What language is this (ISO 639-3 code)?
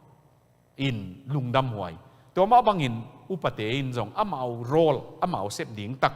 ctd